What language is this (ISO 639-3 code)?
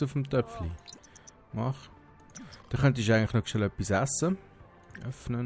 gsw